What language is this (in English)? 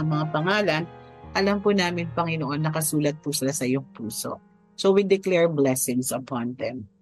Filipino